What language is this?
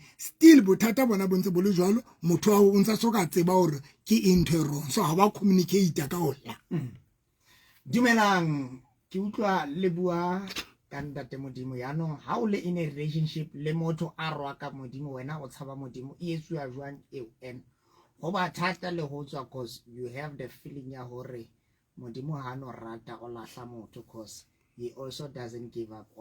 Southern Sotho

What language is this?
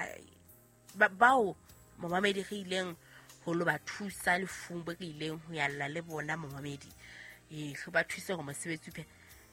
Southern Sotho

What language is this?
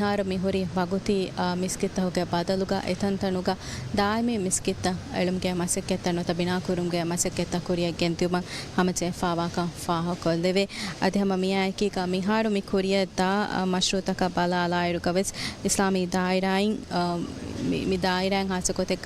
Divehi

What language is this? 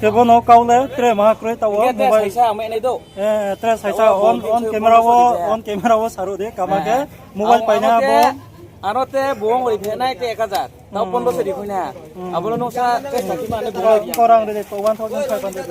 Riang (India)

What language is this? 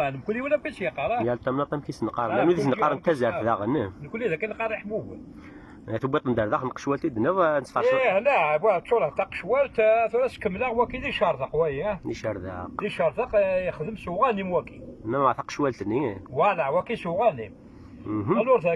Kabyle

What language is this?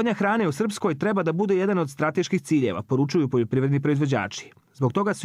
Bosnian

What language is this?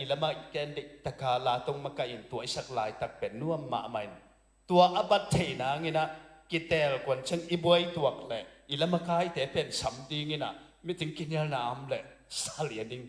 Tedim Chin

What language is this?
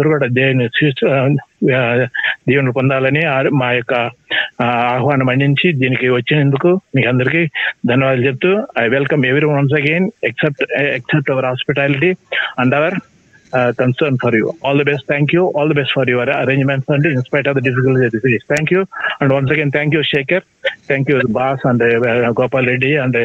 Telugu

